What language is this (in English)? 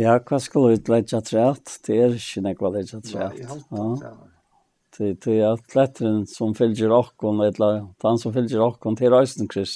Faroese